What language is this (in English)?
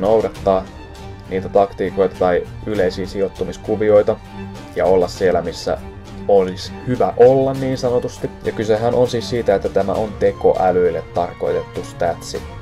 Finnish